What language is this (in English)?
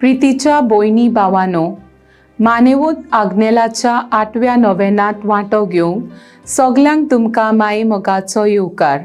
Konkani